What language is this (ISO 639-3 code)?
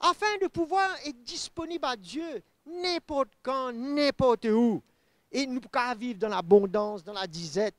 mfe